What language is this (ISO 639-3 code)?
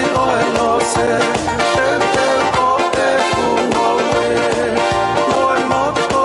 ton